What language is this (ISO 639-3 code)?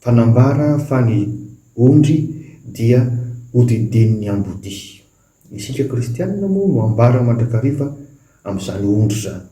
mlg